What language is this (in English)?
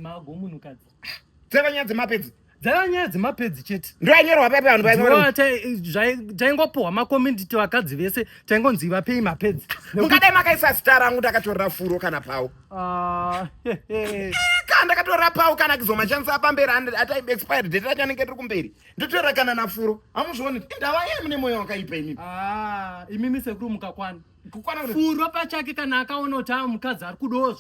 Shona